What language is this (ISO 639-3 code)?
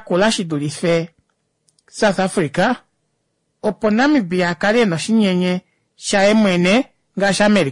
kua